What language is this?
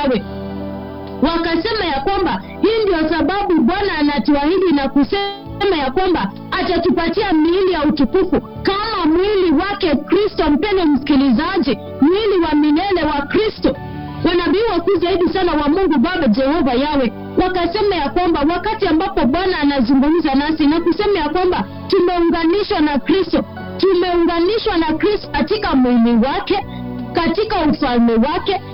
Swahili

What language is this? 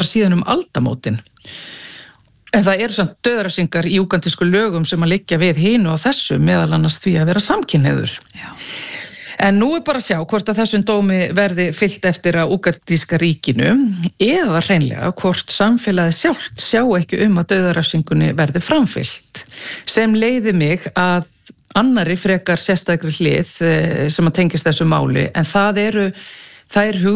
Icelandic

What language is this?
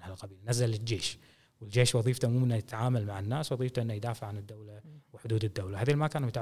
Gulf Arabic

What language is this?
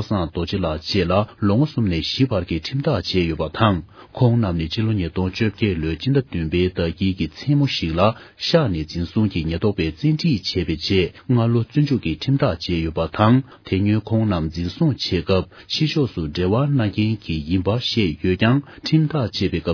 Tibetan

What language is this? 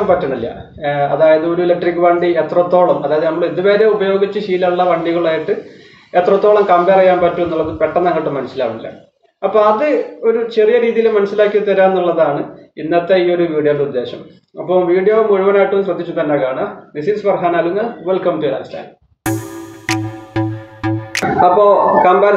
Malayalam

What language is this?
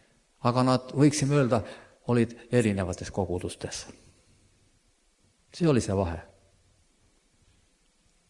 Estonian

